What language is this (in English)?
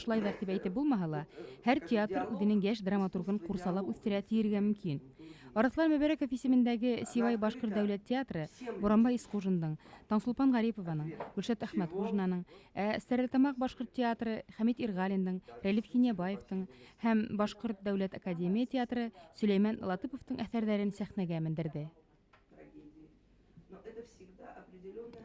Bashkir